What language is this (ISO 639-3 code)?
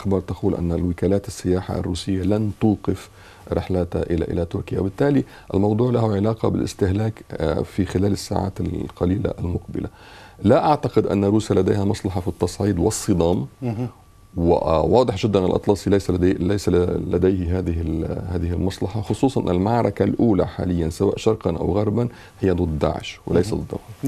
ara